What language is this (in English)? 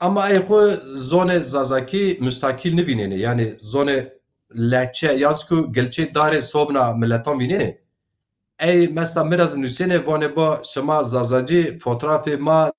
Zaza